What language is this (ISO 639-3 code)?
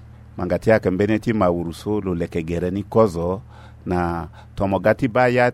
sag